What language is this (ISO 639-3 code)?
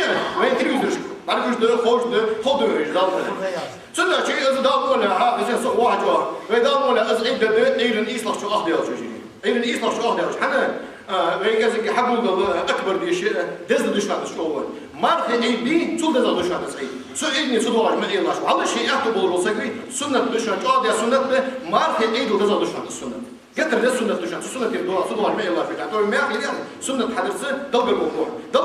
inh